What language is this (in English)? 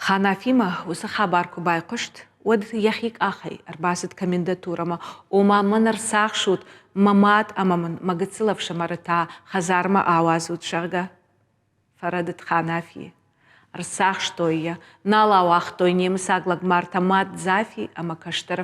Ossetic